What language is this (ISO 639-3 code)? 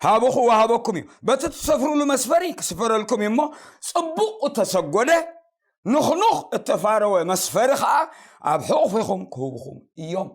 tir